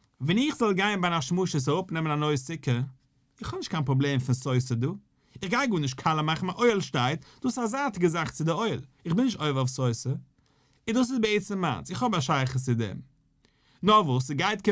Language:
Yiddish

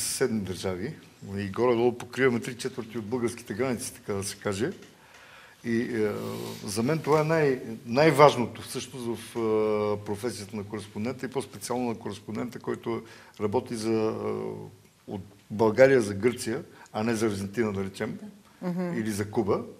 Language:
Bulgarian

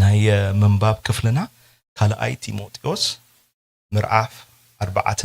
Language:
Tigrinya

